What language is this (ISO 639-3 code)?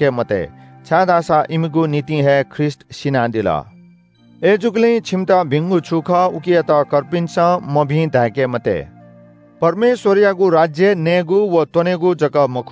new